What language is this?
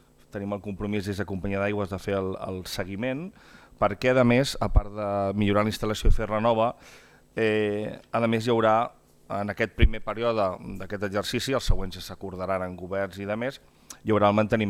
Catalan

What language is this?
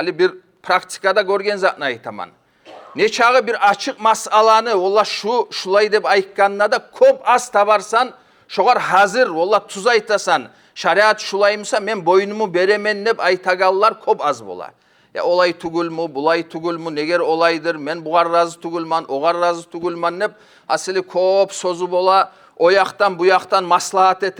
Kumyk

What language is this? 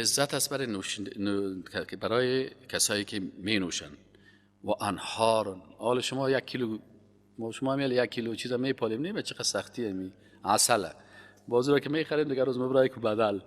Persian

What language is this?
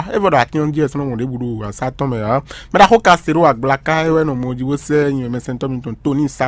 Fon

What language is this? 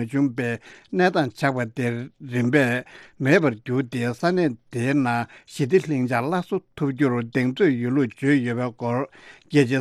Tibetan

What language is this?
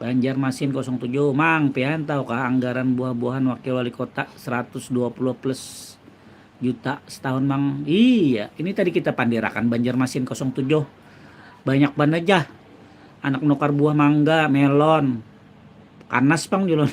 Banjar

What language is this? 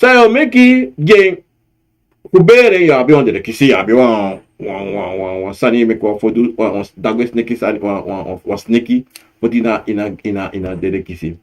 Sranan Tongo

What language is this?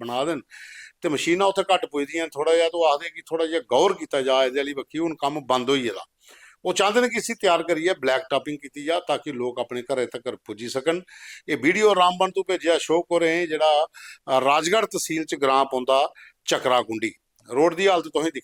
Dogri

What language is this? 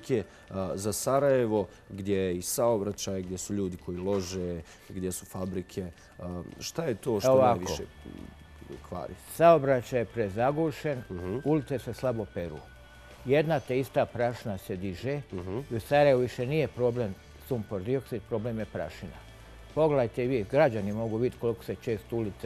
Bosnian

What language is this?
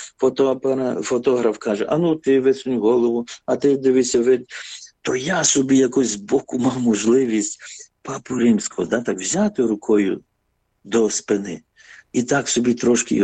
Ukrainian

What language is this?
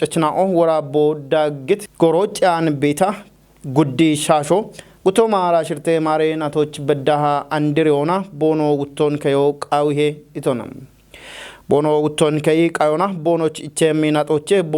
Kafa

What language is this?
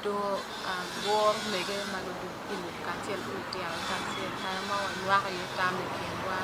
Acoli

